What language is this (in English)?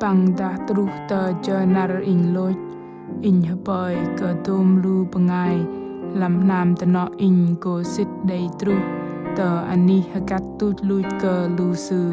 Bahnar